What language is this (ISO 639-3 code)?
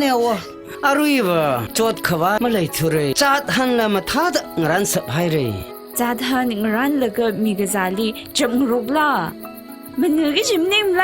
nmf